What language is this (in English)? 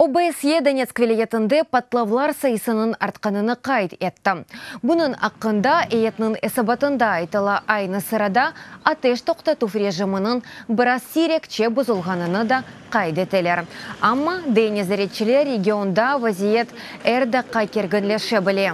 Crimean Tatar